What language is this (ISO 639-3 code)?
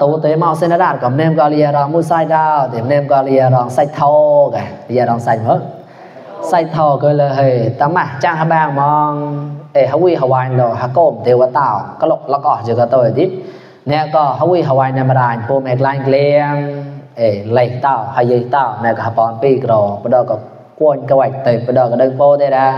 mnw